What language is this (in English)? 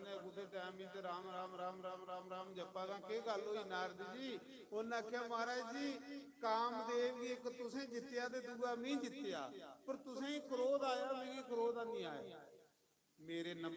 Dogri